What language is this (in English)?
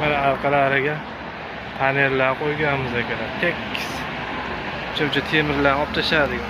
Uzbek